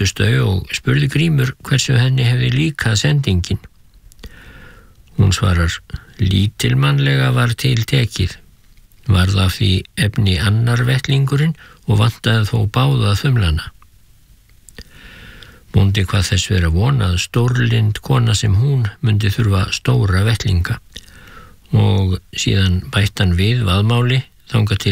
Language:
Icelandic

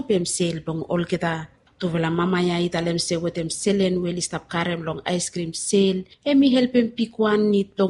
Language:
Bislama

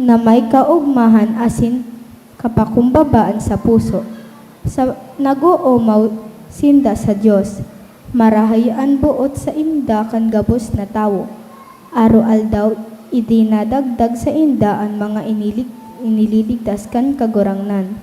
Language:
Bikol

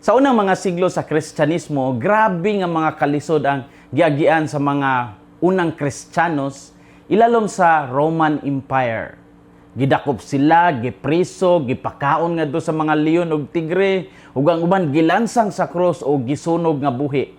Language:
Cebuano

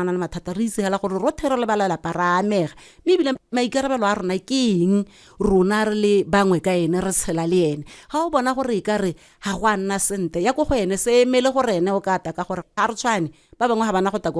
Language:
Tswana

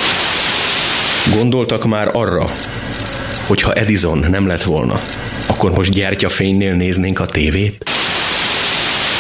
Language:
Hungarian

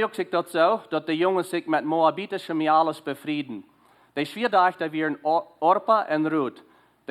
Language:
Plautdietsch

